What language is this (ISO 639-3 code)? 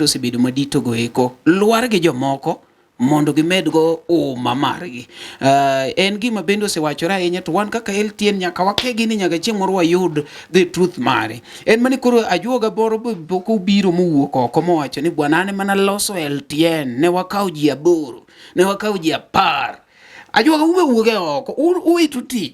luo